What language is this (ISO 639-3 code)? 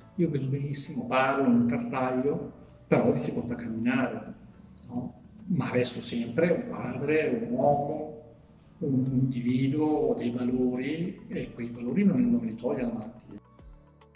ita